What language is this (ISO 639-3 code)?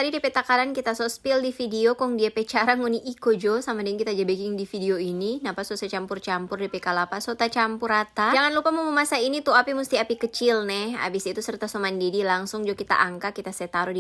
xmm